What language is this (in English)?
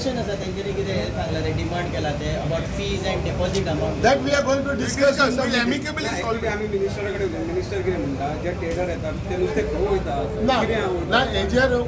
Konkani